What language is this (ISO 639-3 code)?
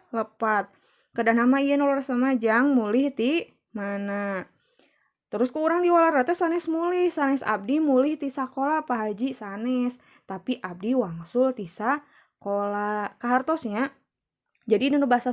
sun